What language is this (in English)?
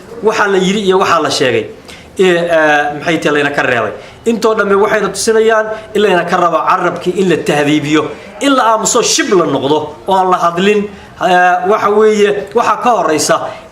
Somali